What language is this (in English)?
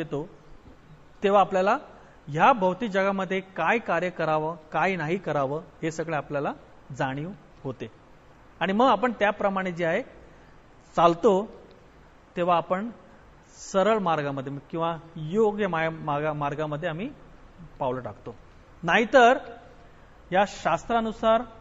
Marathi